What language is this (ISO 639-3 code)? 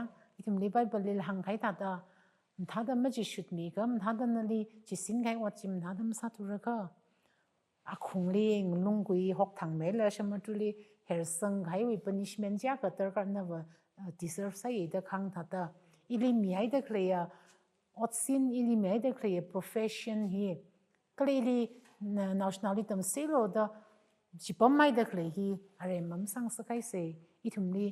nmf